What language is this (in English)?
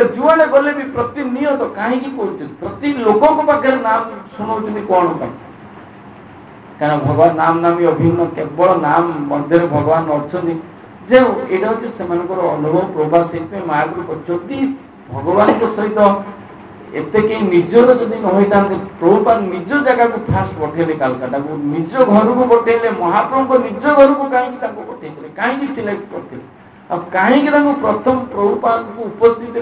Odia